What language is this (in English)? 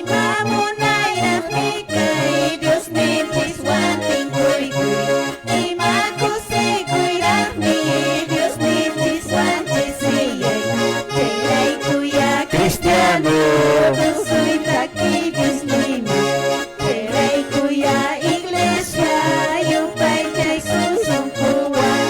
Quechua